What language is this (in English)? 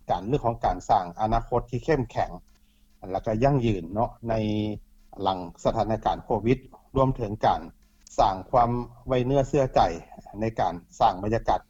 Lao